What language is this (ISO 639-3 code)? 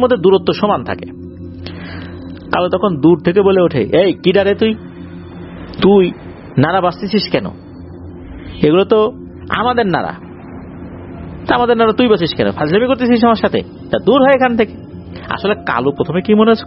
ben